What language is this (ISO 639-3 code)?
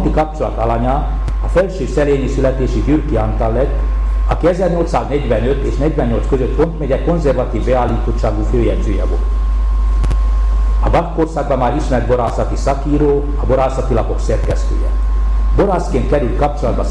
hun